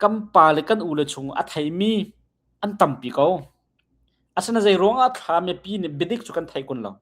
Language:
Hakha Chin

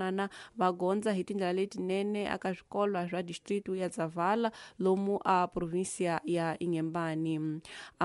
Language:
Tsonga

